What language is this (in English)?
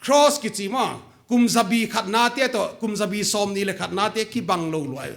Paite Chin